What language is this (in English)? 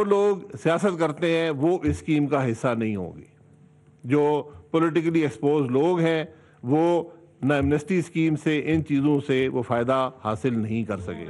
Urdu